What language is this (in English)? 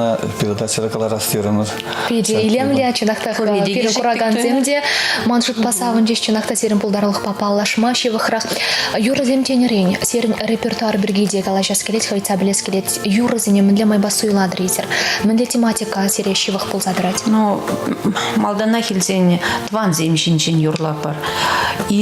Chuvash